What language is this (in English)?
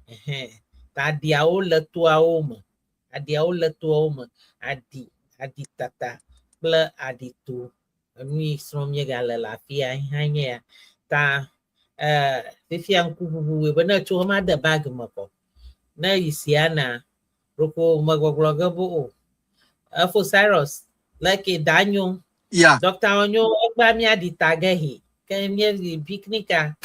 Ewe